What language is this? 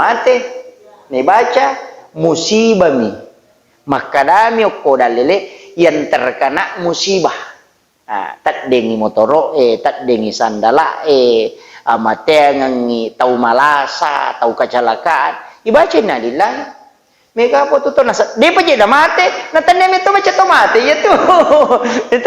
Buginese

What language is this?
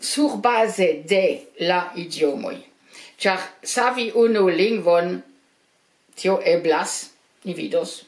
Esperanto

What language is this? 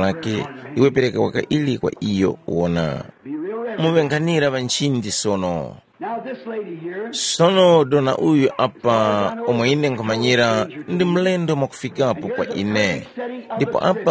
Tumbuka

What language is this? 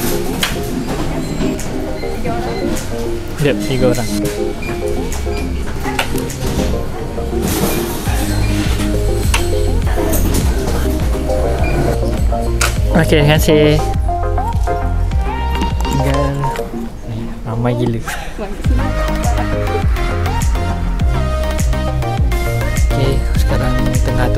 Malay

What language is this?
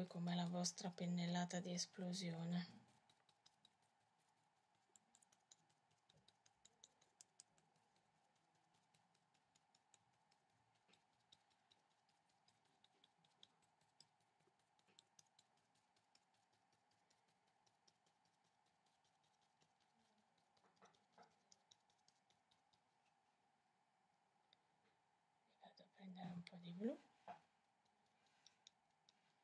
Italian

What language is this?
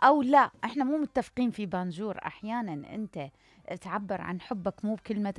Mesopotamian Arabic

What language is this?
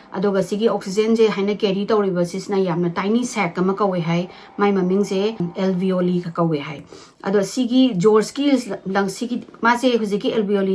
Manipuri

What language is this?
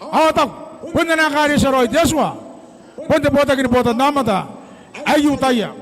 Gilbertese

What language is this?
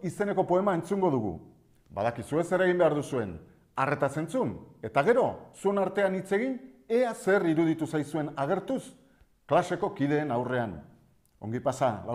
Basque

